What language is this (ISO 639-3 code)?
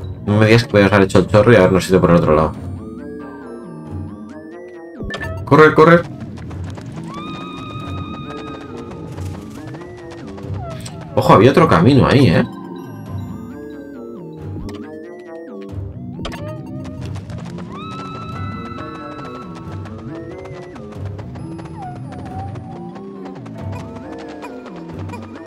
spa